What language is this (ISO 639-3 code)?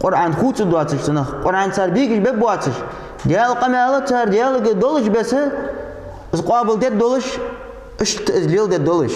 inh